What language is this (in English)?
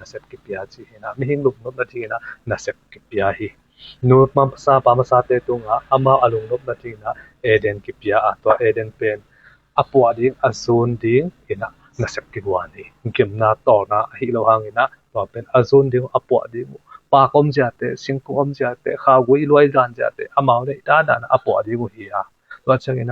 Tedim Chin